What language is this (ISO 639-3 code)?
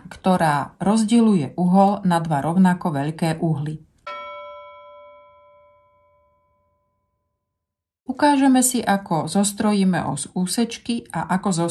slk